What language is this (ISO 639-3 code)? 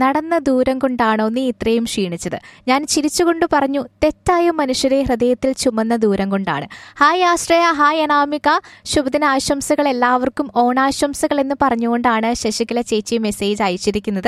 mal